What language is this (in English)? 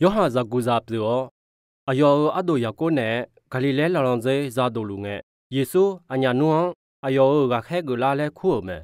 Akha